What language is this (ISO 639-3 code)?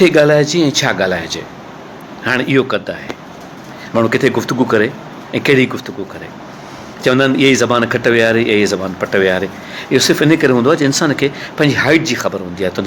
snd